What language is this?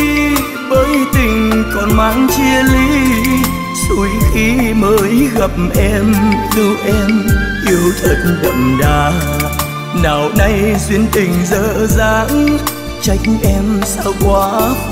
Vietnamese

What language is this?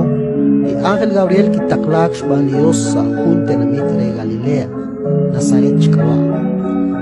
Kekchí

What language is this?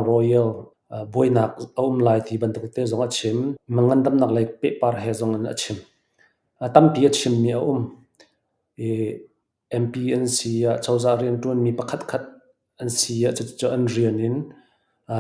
Falam Chin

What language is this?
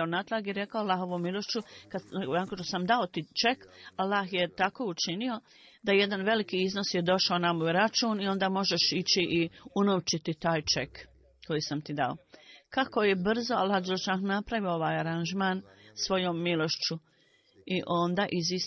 Bosnian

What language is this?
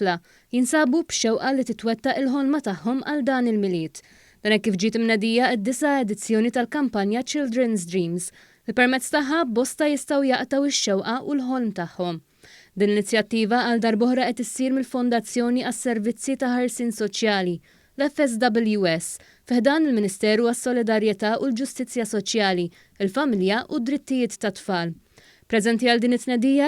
Maltese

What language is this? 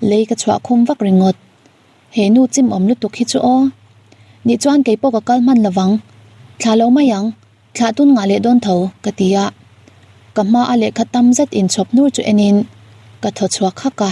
Mizo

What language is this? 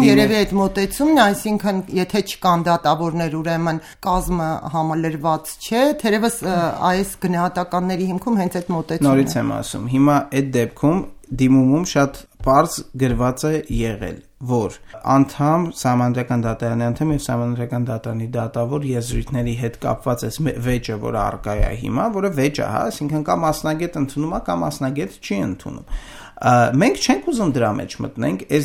Armenian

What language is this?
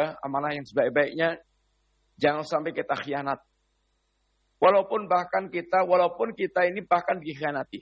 Indonesian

